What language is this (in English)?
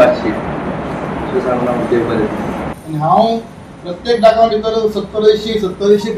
Konkani